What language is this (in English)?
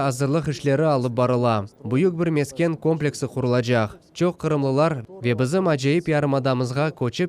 Crimean Tatar